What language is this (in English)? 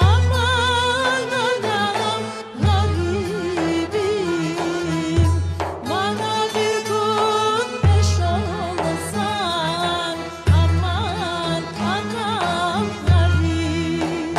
Crimean Tatar